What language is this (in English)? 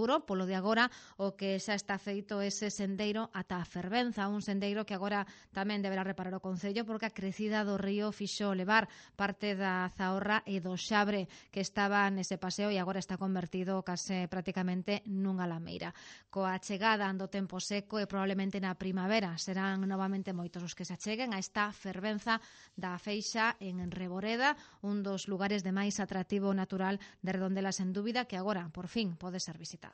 Galician